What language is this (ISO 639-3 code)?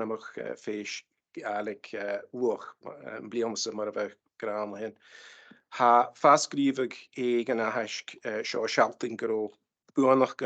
gla